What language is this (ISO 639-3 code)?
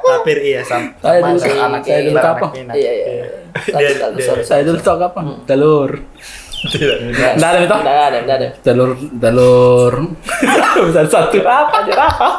mfp